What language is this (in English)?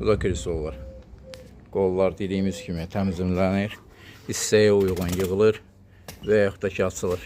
Azerbaijani